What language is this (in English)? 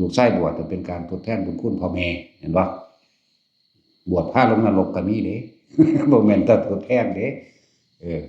Northeastern Thai